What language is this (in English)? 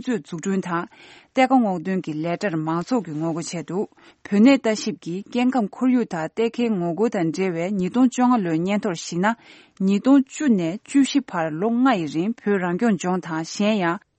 Tibetan